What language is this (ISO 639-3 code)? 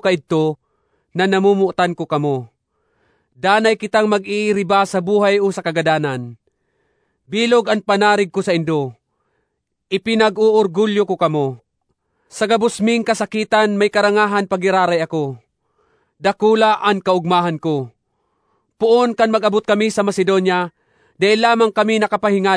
bik